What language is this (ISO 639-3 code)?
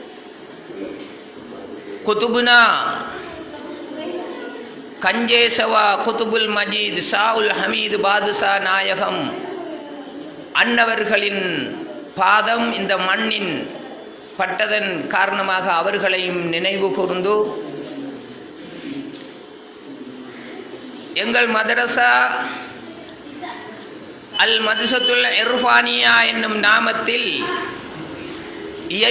tam